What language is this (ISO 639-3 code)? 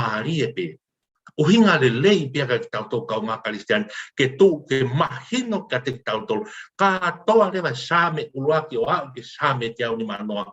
ton